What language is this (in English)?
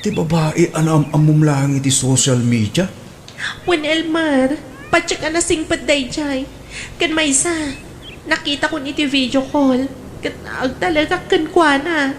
Iloko